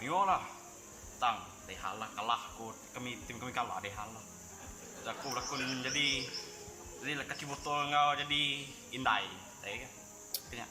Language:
Iban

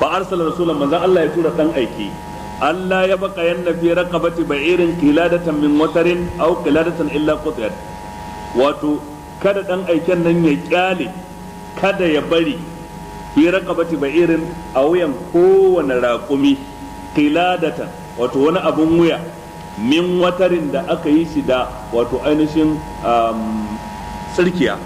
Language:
Hausa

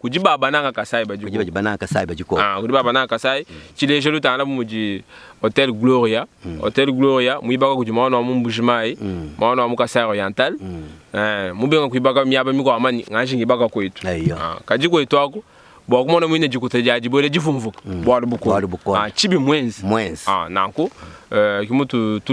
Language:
Luba-Lulua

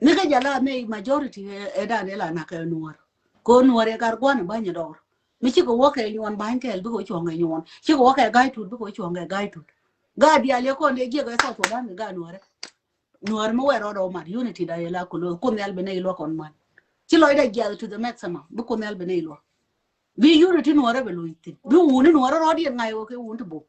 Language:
Nuer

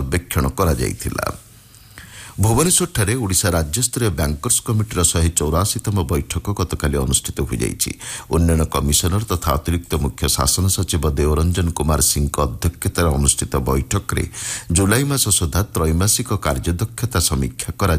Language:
Odia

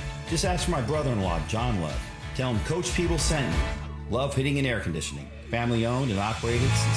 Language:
English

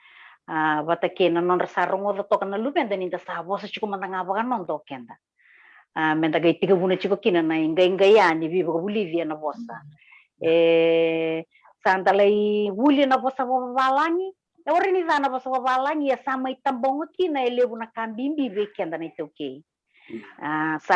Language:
Fijian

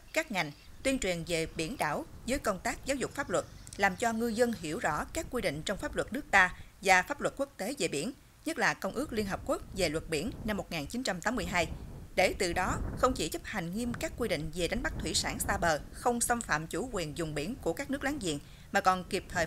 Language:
Vietnamese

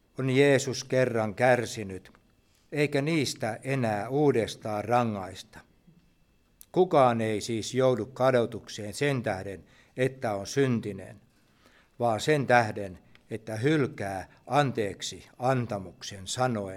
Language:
Finnish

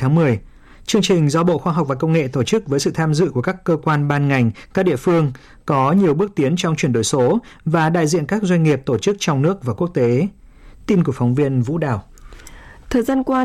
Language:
Vietnamese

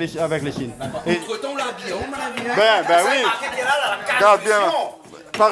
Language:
Réunion Creole French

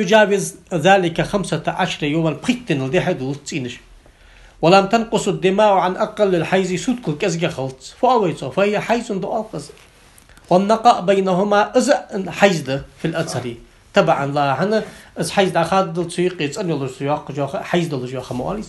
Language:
Ingush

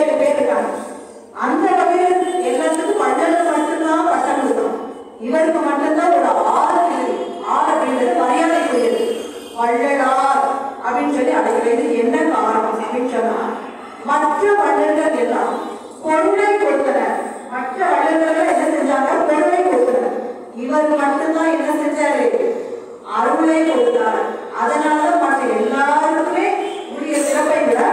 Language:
Tamil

